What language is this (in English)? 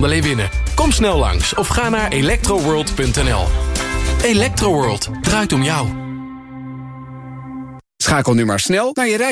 Dutch